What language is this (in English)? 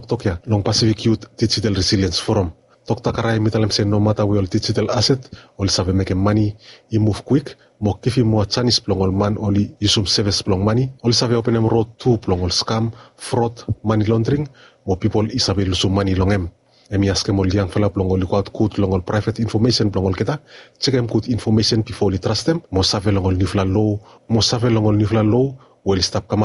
Bislama